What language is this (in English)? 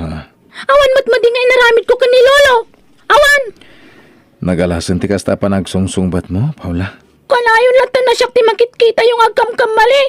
Iloko